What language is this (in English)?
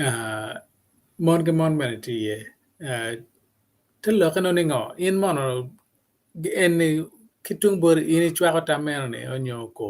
Acoli